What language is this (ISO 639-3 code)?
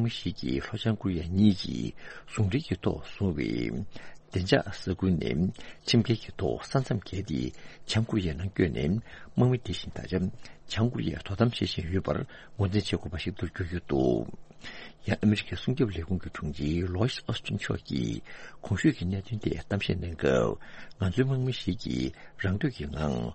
bod